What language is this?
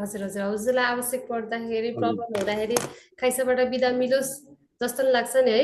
Nepali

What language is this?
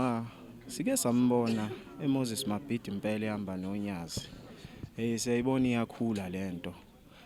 Zulu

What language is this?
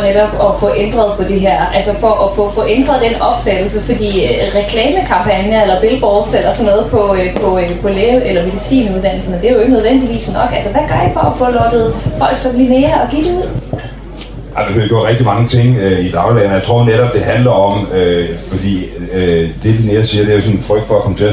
Danish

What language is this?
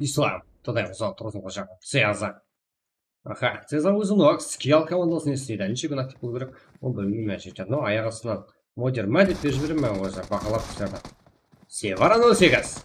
Kara-Kalpak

